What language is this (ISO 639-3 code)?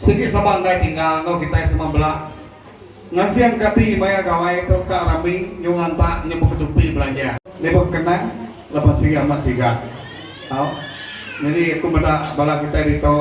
iba